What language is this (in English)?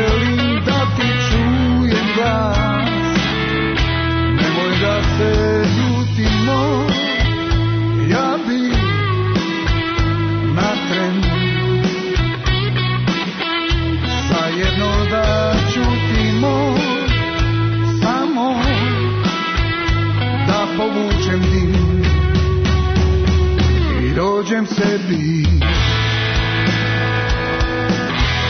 Serbian